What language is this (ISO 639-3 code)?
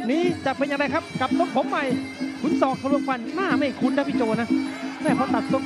tha